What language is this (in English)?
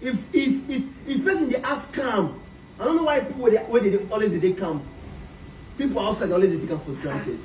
Nigerian Pidgin